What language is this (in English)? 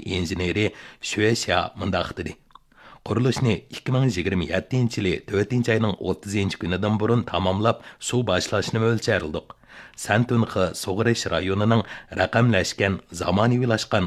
Uyghur